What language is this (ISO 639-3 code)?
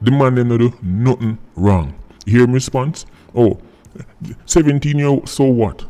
jam